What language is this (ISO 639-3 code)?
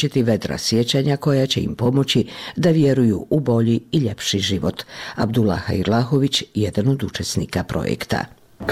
bos